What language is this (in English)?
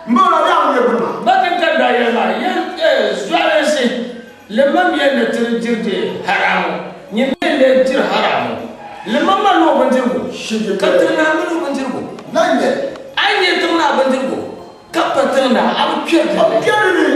Dagbani